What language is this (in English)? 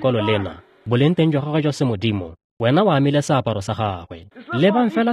Tswana